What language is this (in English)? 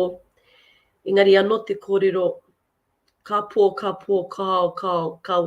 Māori